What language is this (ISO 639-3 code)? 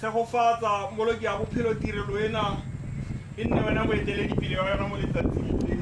tsn